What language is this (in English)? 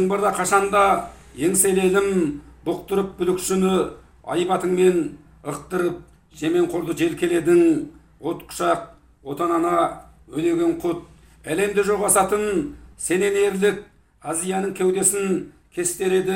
Kazakh